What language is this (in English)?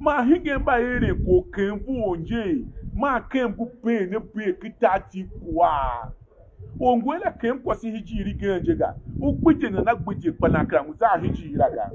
Tiv